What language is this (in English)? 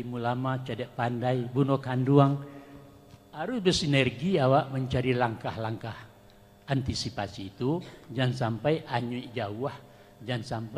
Minangkabau